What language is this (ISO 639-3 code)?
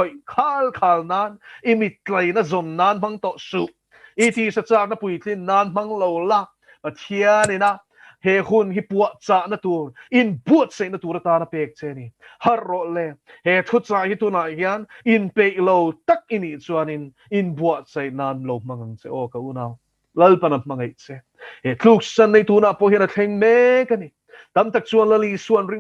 lus